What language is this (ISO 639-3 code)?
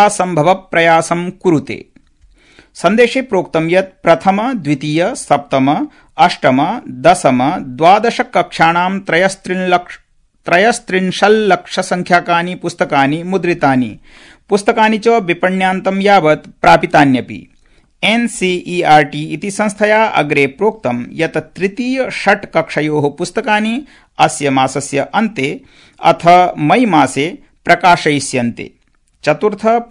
san